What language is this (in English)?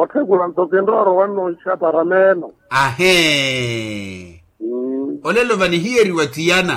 Makhuwa